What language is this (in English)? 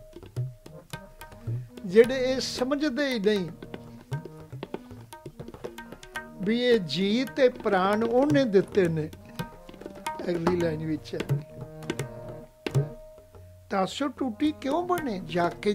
Punjabi